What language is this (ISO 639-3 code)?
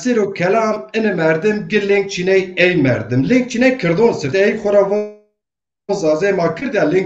zza